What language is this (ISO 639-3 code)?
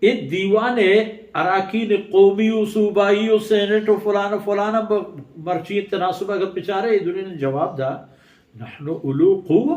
bal